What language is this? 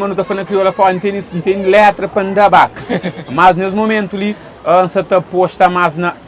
Kabuverdianu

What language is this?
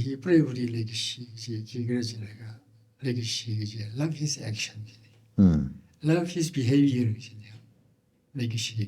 Tangkhul Naga (India)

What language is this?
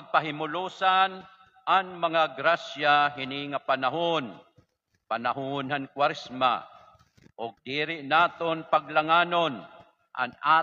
Waray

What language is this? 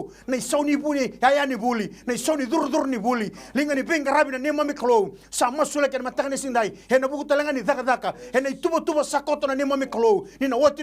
Fijian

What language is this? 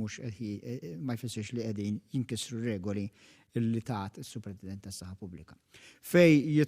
Maltese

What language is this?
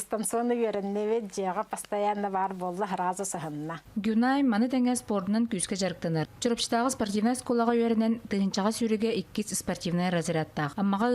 Yakut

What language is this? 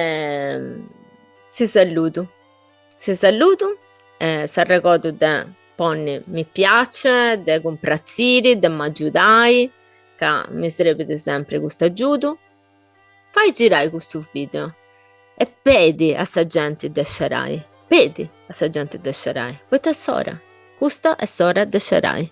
Sardinian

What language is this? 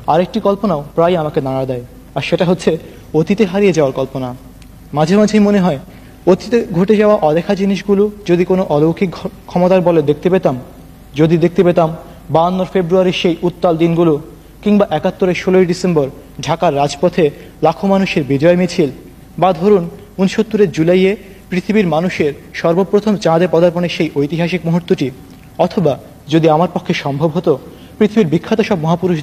Bangla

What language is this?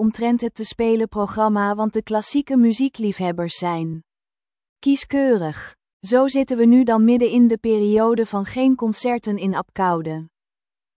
Dutch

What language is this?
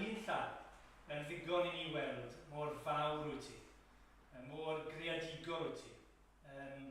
Welsh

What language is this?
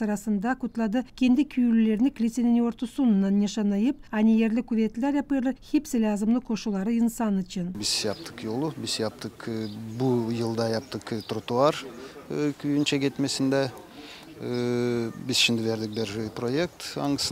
Gagauz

